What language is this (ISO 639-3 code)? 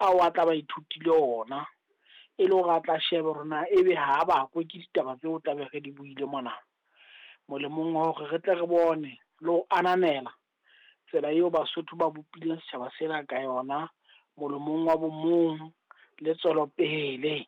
sot